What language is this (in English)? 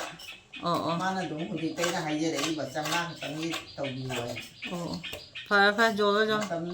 Manipuri